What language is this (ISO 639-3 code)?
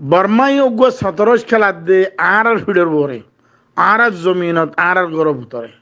rhg